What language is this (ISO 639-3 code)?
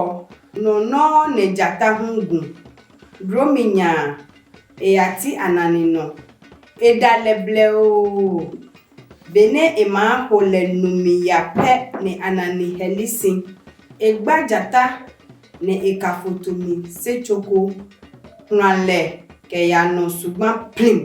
ada